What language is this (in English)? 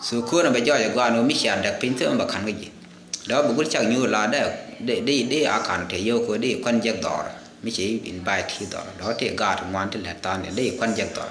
Nuer